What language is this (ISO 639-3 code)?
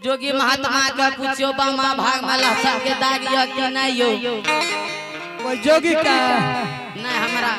anp